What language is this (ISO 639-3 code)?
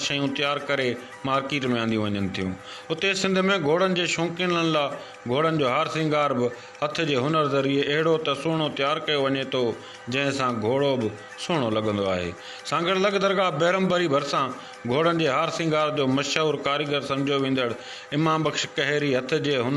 snd